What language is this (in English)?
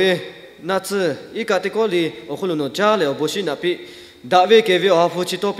Lahu